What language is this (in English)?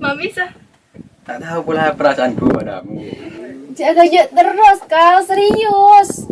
Madurese